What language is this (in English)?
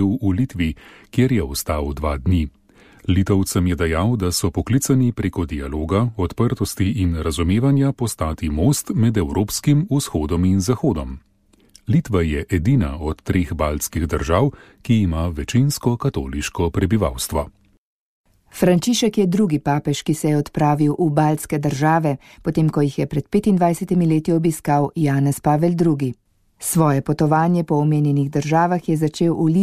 Slovenian